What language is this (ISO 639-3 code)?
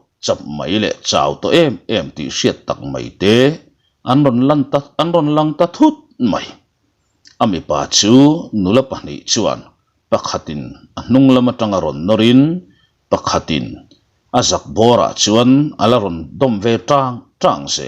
lus